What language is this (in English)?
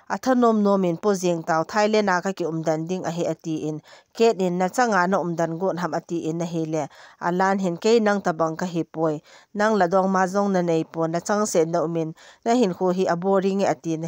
Thado Chin